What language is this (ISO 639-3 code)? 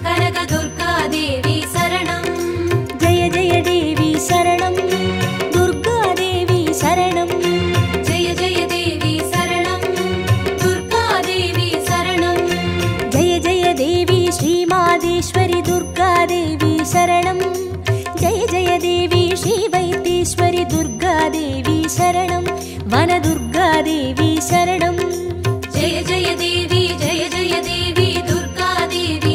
tam